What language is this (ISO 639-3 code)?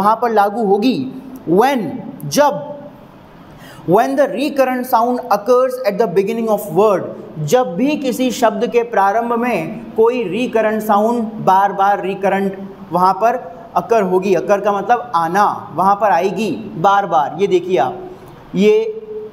hin